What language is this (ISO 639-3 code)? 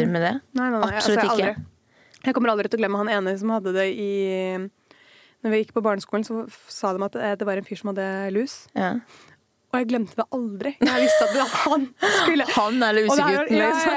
nor